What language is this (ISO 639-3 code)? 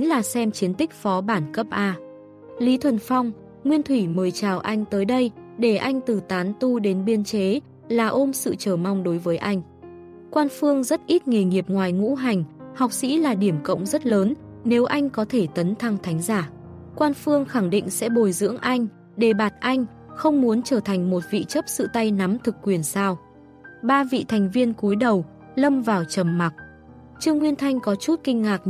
vie